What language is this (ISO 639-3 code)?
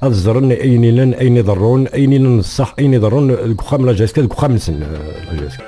kab